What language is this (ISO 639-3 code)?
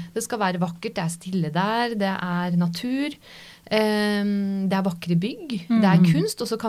nor